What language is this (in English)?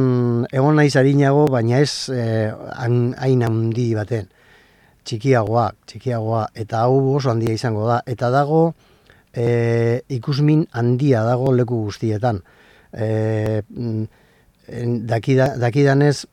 Basque